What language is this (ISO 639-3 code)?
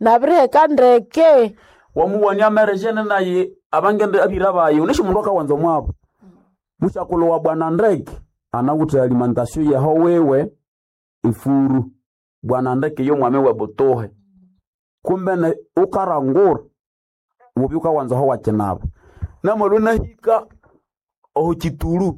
nnb